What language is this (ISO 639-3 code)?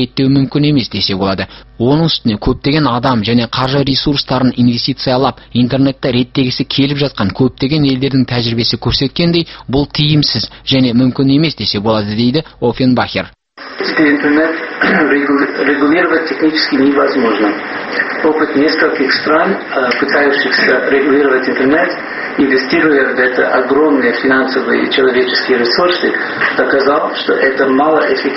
kaz